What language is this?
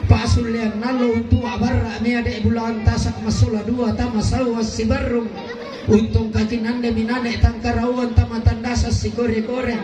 Toraja-Sa'dan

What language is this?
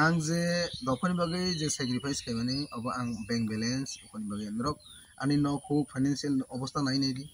Kok Borok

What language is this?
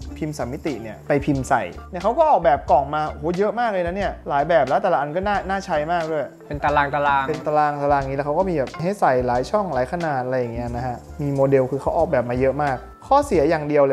Thai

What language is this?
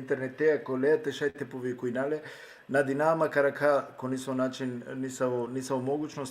Balkan Romani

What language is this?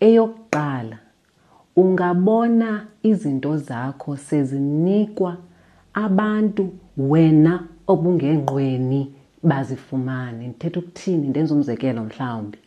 Xhosa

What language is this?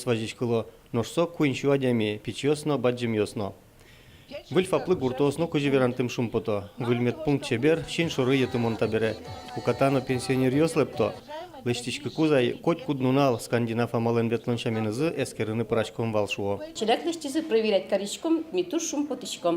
Udmurt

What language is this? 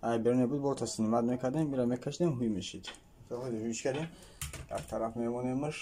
Tajik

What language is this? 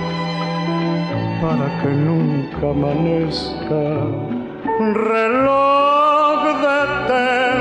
Spanish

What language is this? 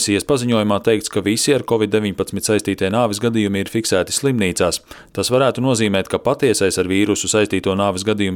Latvian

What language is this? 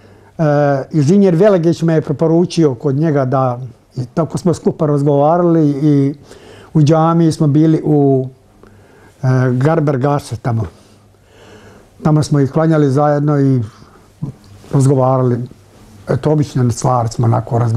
Bosnian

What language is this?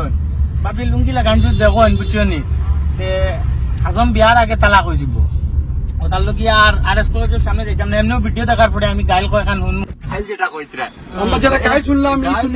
Sylheti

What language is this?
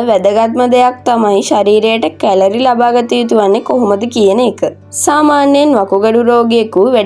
Sinhala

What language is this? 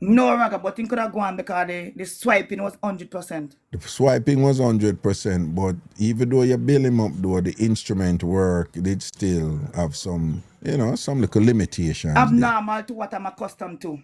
Jamaican Creole English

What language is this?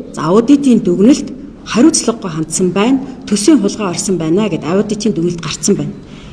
Mongolian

